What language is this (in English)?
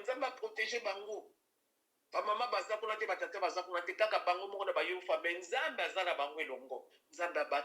Lingala